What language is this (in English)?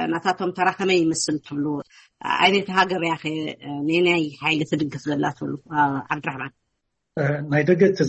Tigrinya